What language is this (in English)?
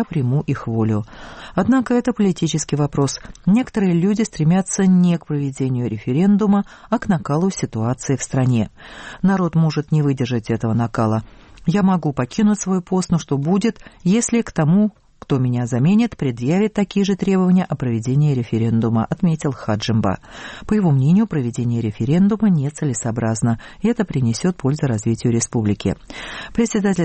Russian